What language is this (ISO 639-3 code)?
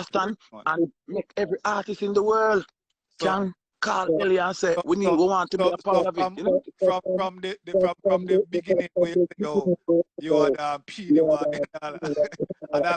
jam